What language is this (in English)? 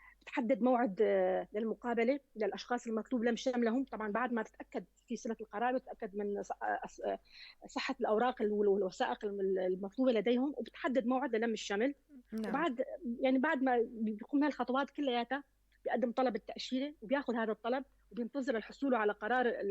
North Levantine Arabic